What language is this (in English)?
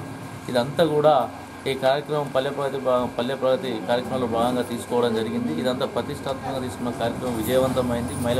Telugu